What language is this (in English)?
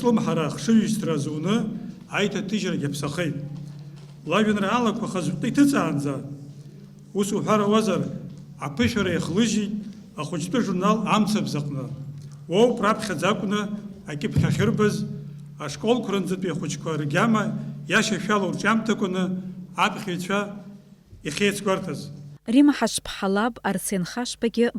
Abkhazian